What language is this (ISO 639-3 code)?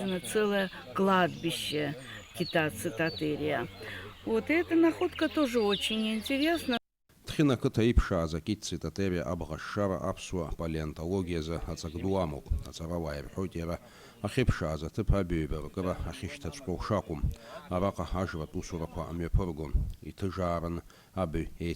abk